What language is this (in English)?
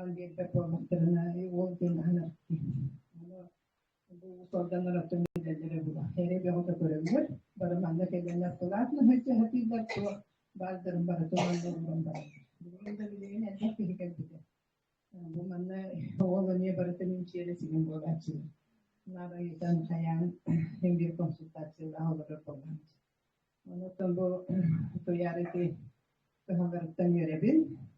Yakut